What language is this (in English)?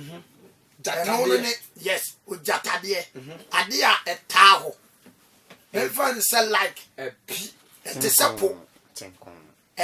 Akan